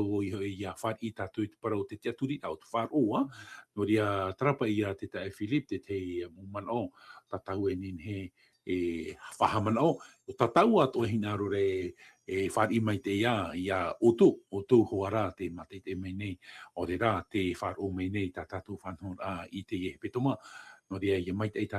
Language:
Tahitian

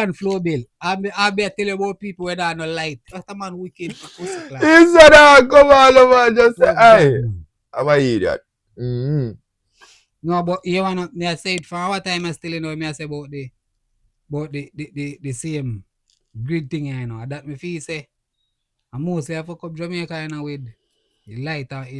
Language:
Jamaican Creole English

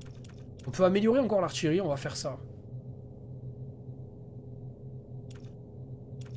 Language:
French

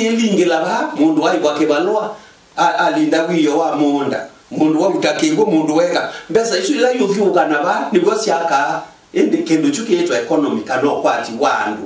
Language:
Kamba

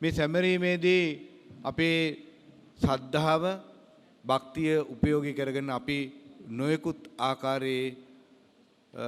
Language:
Sinhala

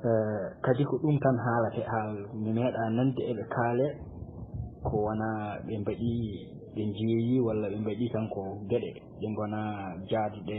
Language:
Fula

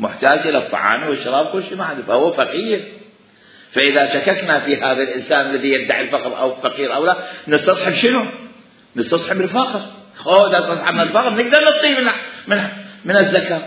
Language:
Mesopotamian Arabic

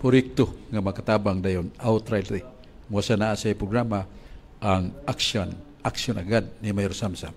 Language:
Cebuano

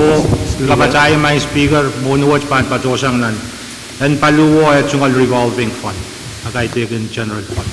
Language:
Pohnpeian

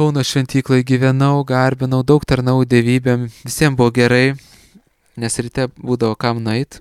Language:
Lithuanian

